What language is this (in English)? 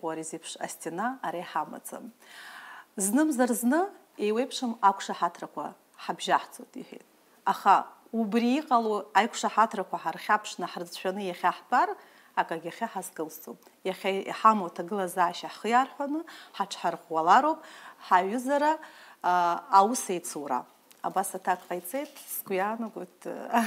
Abkhazian